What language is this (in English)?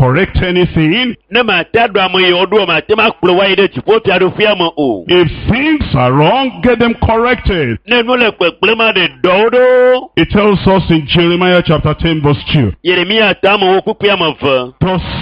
Ewe